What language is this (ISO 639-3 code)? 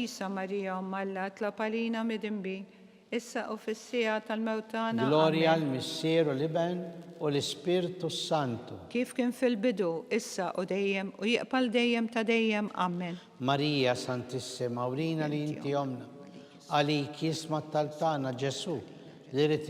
mlt